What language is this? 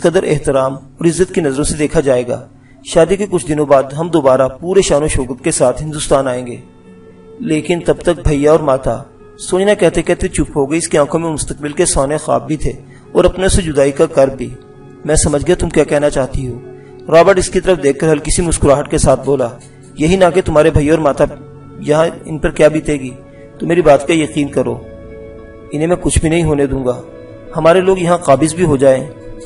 Urdu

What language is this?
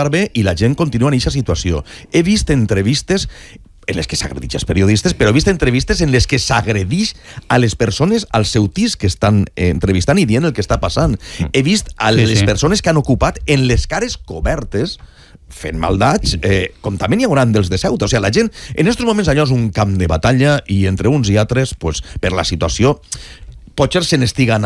Catalan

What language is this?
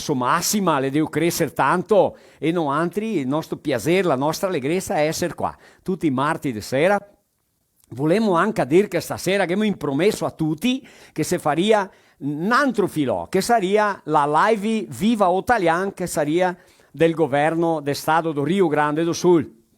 Venetian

